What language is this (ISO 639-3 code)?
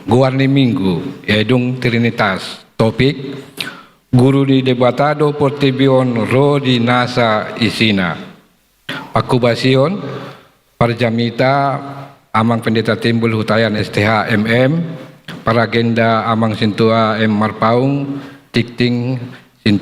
bbc